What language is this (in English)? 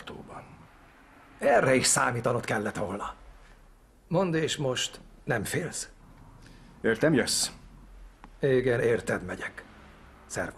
Hungarian